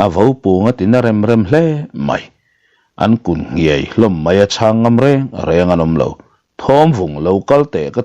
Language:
Mizo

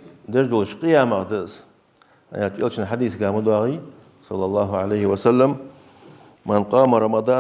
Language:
Ingush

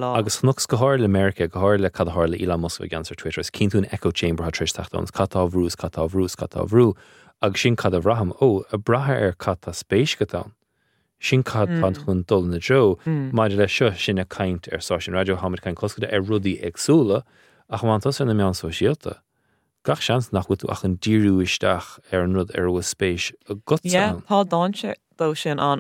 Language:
Irish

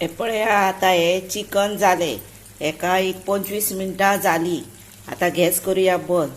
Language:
Konkani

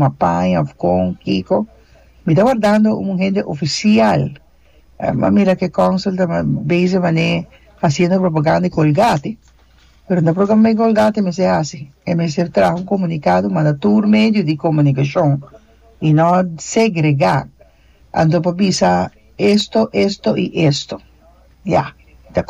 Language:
Papiamento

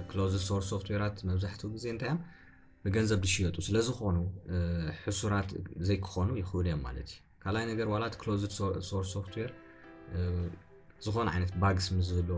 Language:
Tigrinya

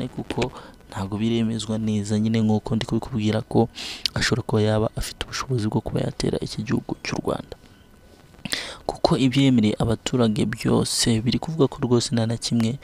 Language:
Kinyarwanda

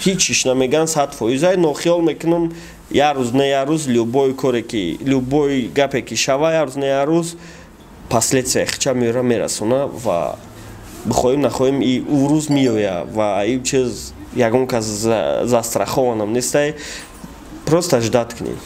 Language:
Tajik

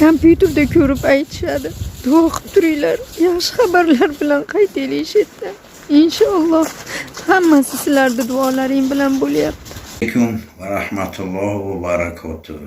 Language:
Uzbek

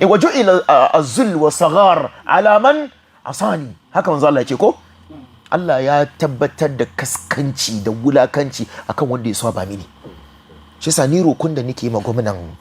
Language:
Hausa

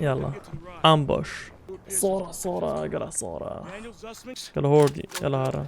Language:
Kurdish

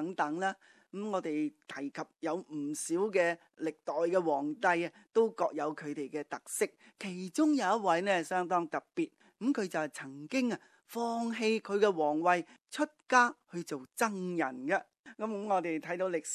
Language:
Cantonese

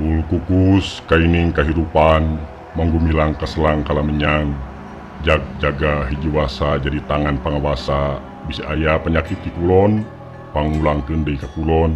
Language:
Sundanese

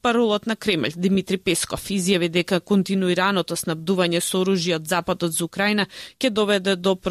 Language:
Macedonian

